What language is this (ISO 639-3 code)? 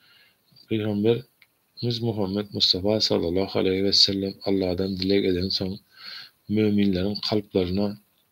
tuk